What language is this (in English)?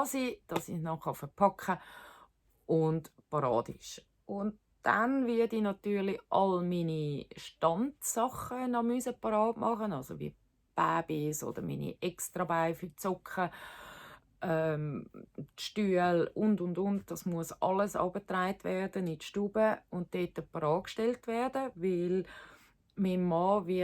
Swiss German